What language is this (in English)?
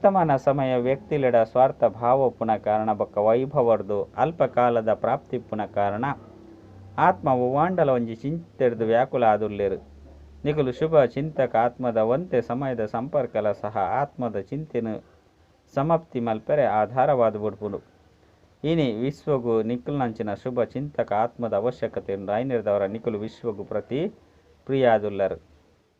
Tulu